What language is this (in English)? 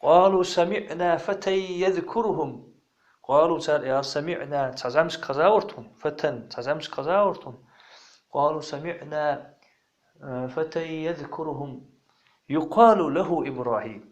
Ingush